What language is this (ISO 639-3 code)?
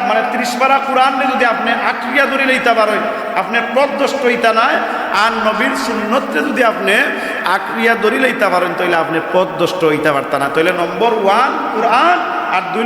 syl